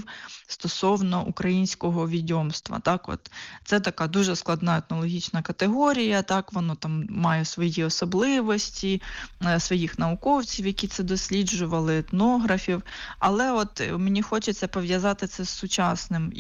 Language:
Ukrainian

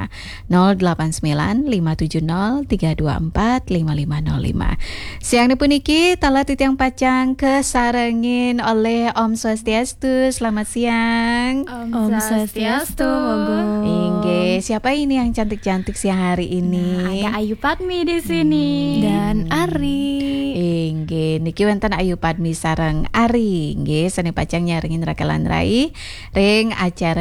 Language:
Balinese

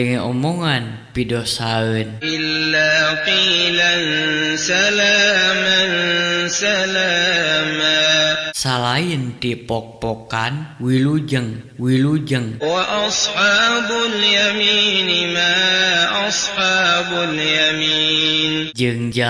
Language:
Sundanese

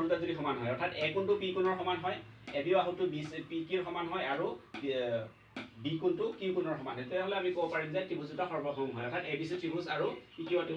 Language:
Assamese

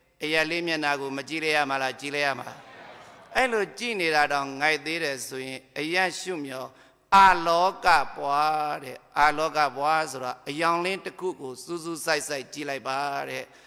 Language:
Burmese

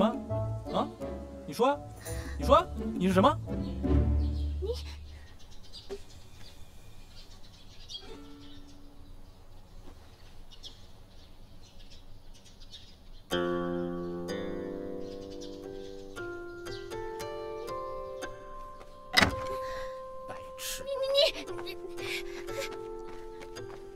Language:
Chinese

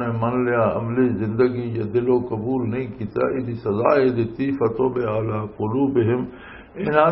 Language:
Western Panjabi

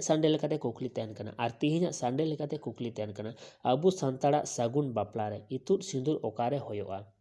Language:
Santali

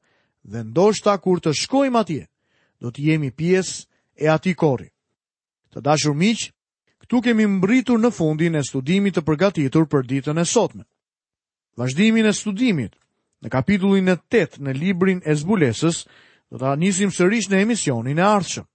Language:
Albanian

